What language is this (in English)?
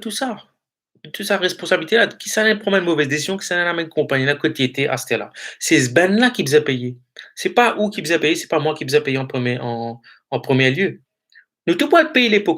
Morisyen